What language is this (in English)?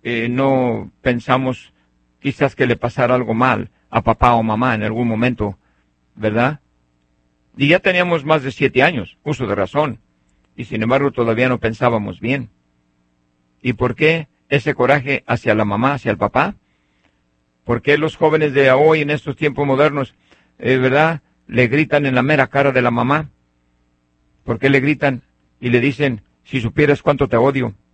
Spanish